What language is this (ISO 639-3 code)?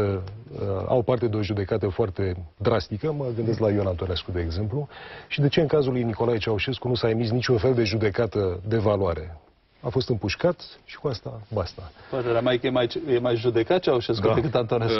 ron